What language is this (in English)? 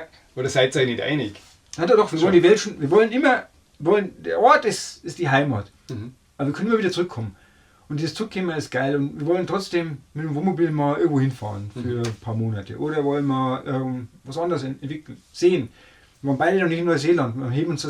Bavarian